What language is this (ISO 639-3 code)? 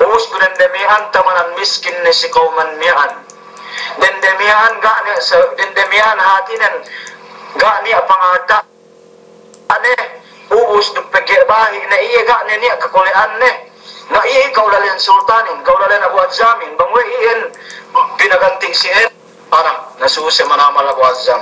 yka